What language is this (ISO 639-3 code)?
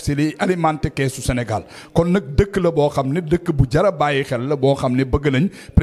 wol